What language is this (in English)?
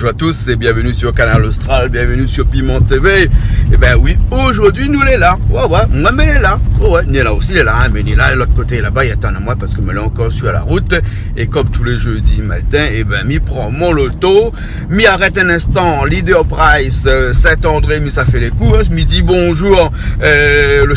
Réunion Creole French